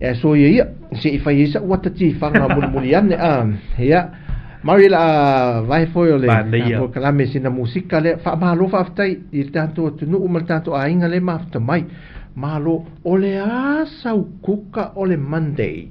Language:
Samoan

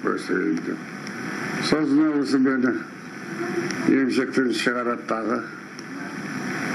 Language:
Kazakh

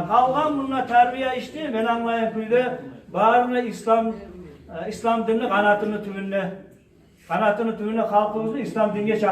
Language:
Kumyk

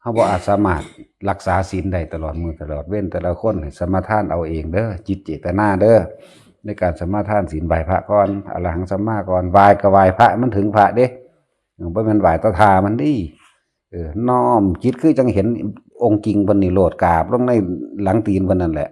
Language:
Northeastern Thai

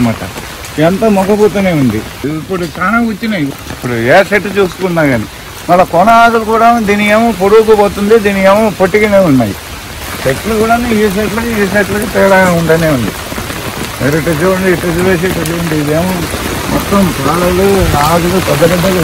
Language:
Telugu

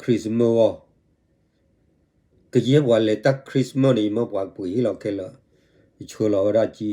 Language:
S'gaw Karen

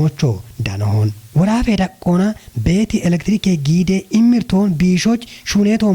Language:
Kafa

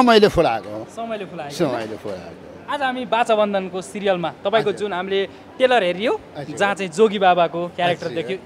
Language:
Nepali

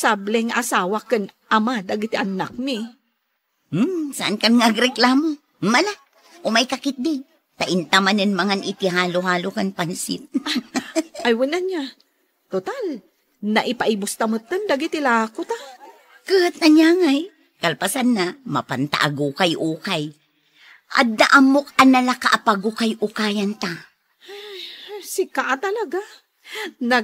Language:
Iloko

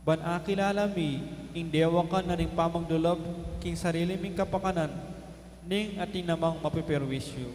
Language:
Pampanga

